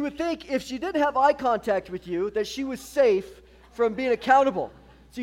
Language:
English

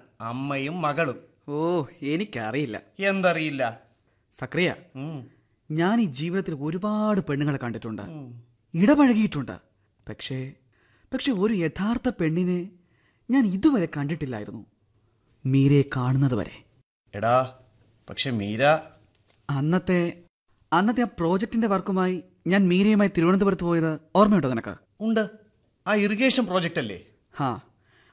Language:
Malayalam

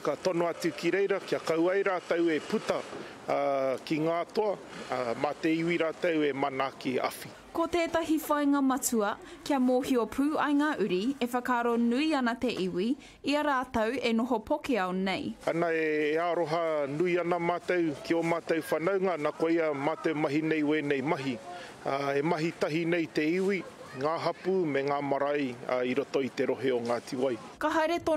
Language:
Māori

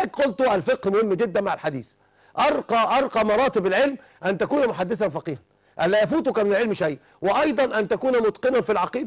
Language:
Arabic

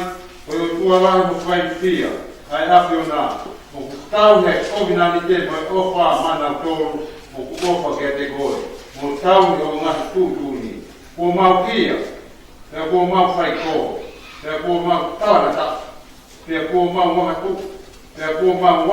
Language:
Tongan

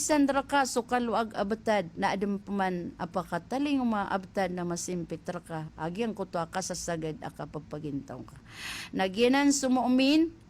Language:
Maranao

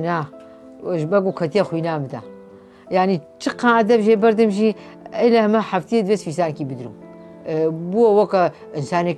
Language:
Kurdish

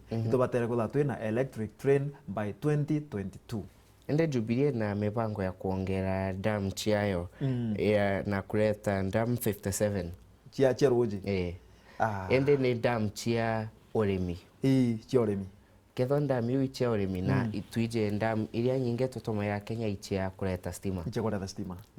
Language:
Meru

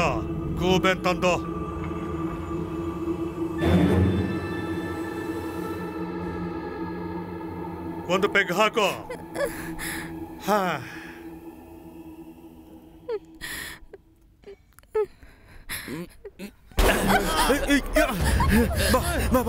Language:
Kannada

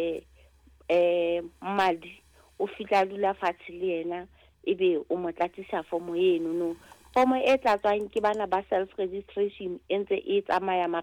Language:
Southern Sotho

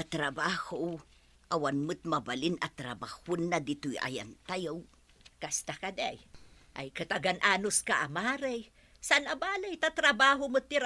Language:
Iloko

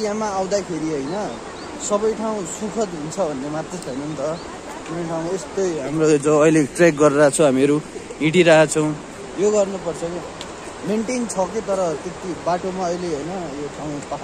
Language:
Nepali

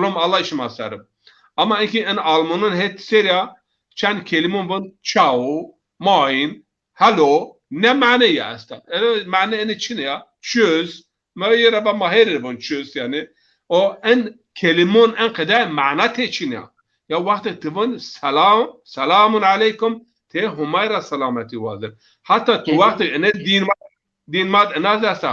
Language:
Zaza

